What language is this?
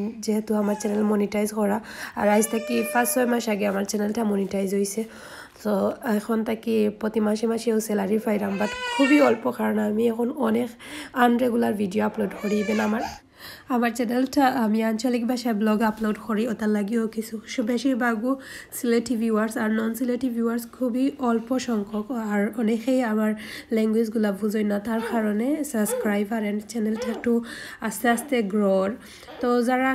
Sylheti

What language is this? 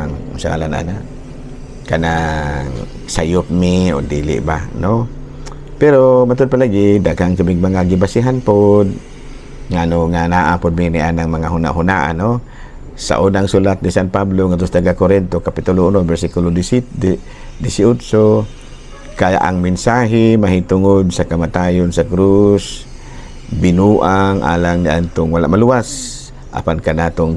Cebuano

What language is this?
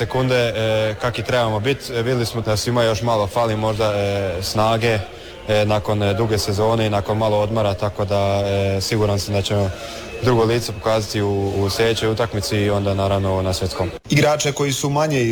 Croatian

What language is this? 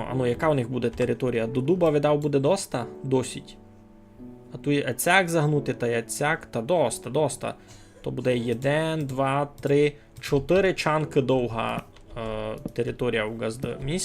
Rusyn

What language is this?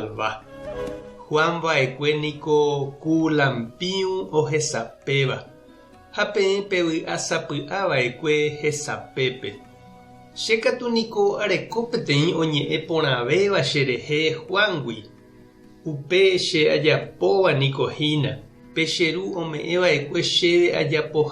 Guarani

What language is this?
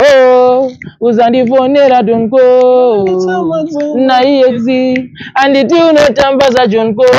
Shona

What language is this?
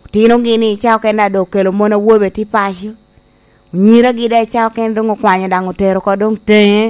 Lango (Uganda)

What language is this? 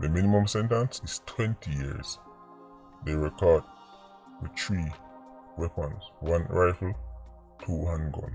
Jamaican Creole English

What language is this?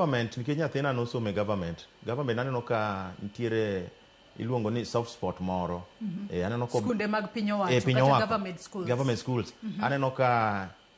Luo (Kenya and Tanzania)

